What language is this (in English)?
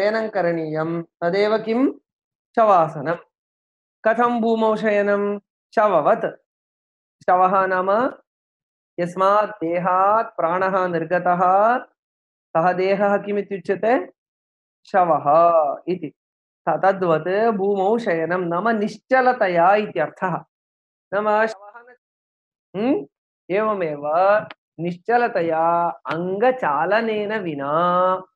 Sanskrit